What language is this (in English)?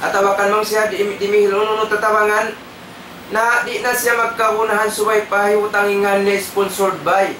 Tausug